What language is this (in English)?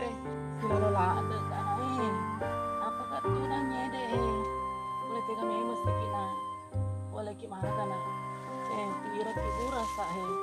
Buginese